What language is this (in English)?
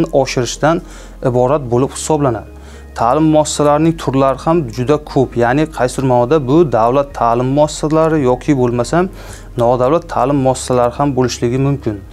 Uzbek